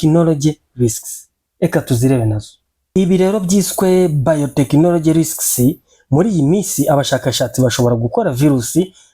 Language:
Kinyarwanda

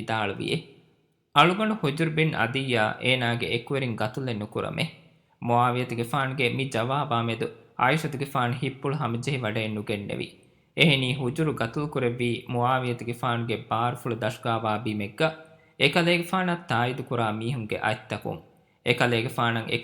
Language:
Divehi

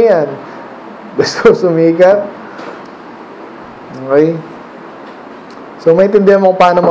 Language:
Filipino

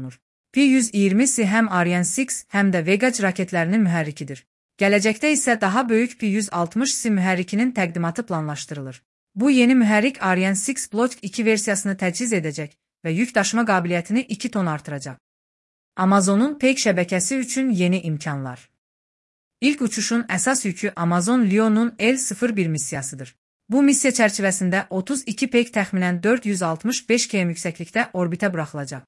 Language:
Azerbaijani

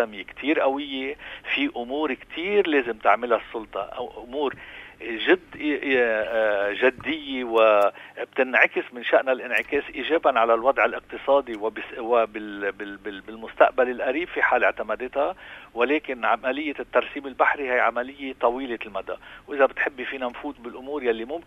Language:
North Levantine Arabic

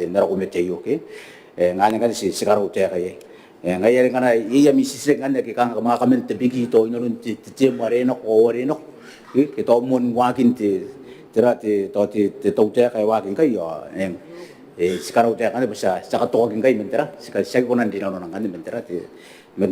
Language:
Gilbertese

